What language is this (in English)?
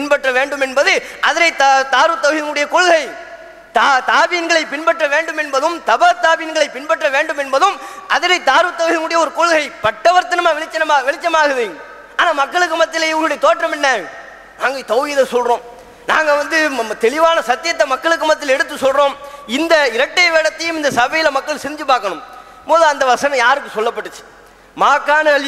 Tamil